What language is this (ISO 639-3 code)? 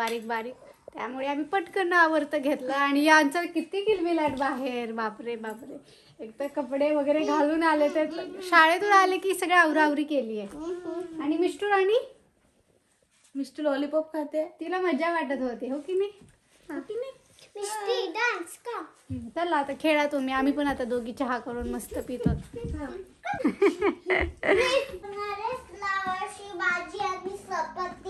mar